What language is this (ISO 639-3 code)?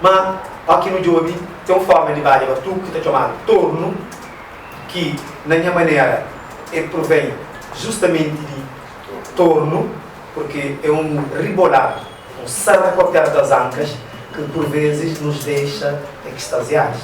kea